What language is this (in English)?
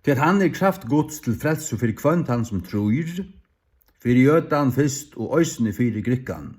Faroese